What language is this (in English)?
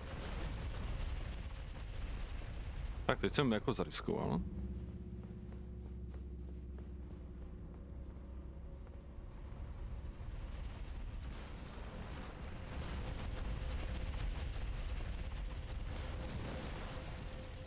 Czech